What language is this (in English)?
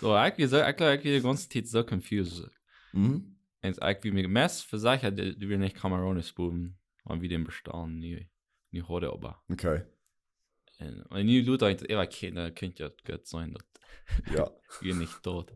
Plautdietsch